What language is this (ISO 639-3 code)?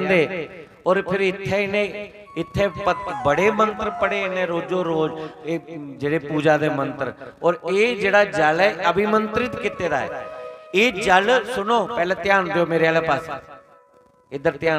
doi